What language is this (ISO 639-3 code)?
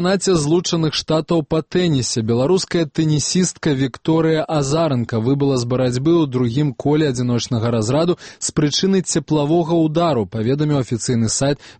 bel